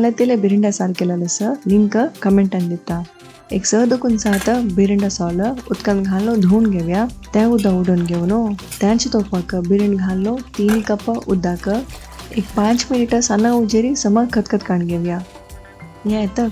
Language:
Konkani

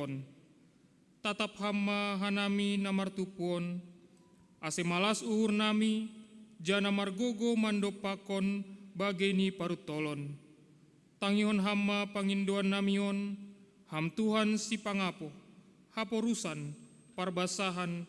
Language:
Batak Simalungun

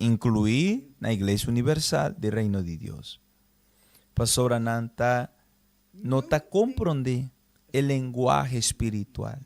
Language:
Papiamento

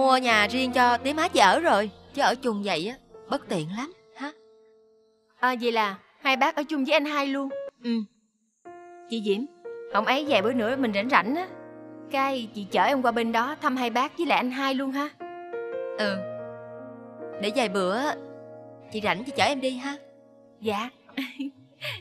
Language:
Vietnamese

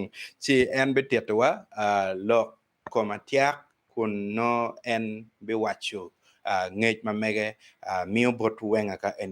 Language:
Acoli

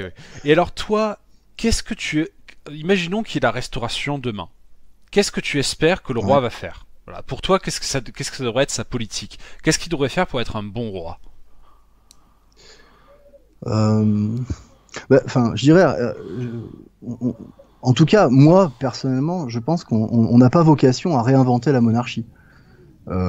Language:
French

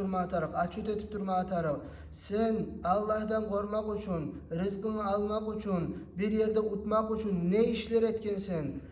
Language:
Kumyk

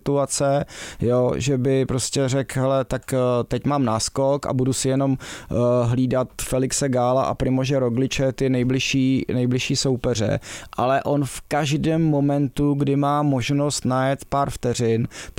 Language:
Czech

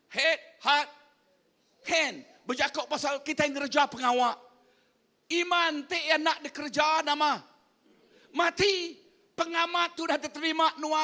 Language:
Iban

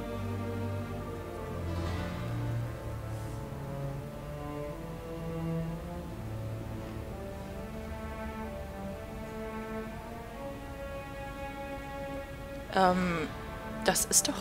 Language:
German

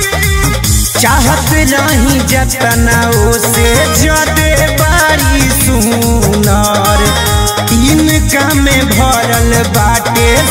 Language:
Bhojpuri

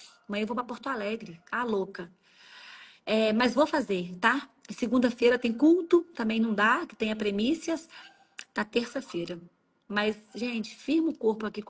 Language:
Portuguese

